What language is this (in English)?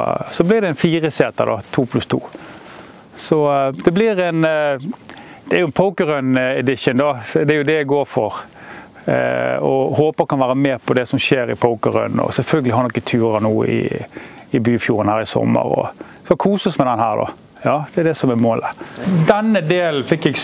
Norwegian